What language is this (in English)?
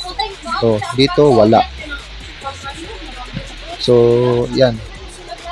Filipino